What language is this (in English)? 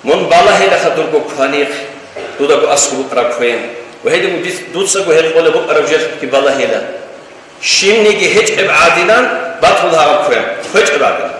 Avaric